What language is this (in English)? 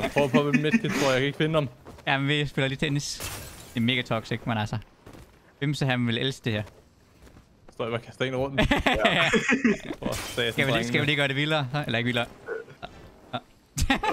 Danish